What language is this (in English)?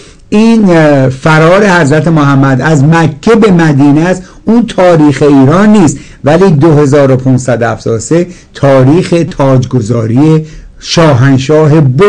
Persian